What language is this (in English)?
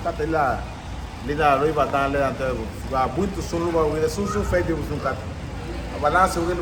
Garifuna